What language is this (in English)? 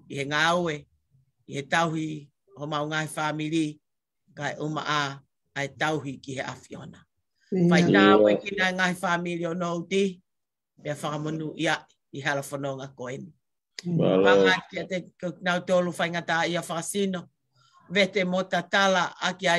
Tongan